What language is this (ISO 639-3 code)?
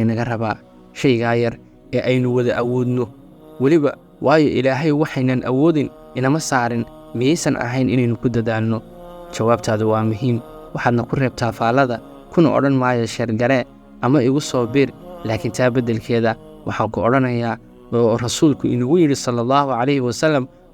som